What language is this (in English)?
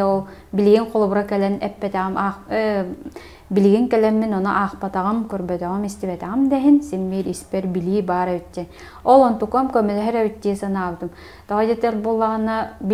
Yakut